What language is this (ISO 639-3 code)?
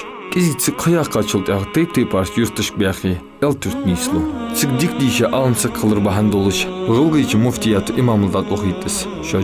inh